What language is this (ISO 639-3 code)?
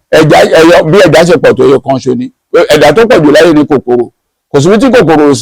yor